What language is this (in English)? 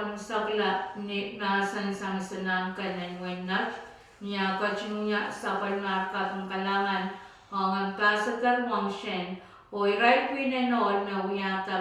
Pohnpeian